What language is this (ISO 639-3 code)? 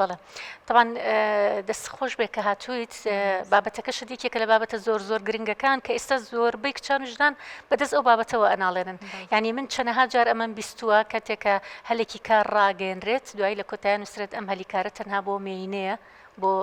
ckb